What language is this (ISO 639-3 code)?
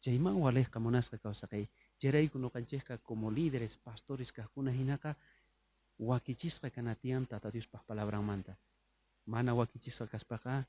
quh